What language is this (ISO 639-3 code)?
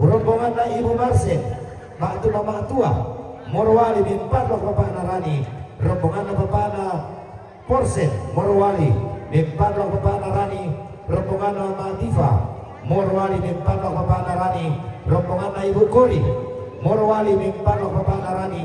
sda